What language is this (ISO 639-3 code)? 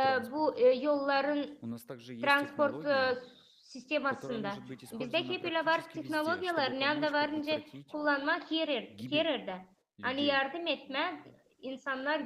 gag